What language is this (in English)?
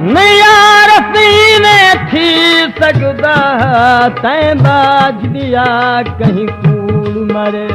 Saraiki